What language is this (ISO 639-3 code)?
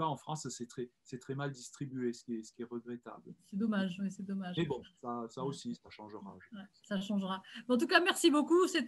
fra